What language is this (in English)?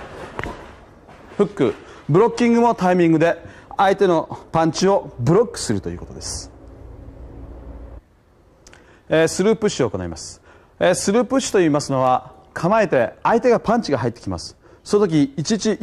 Japanese